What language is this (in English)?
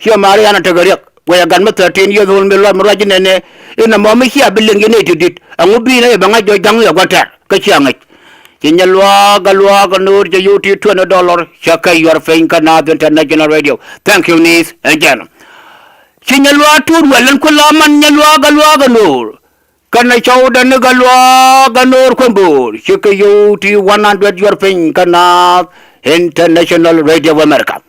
Nuer